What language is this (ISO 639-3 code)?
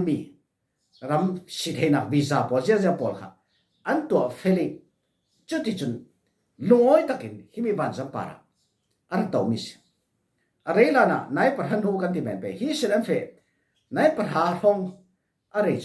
cfm